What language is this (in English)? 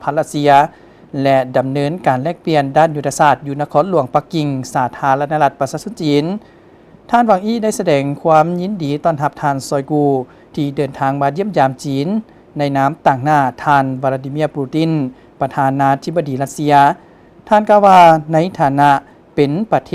Lao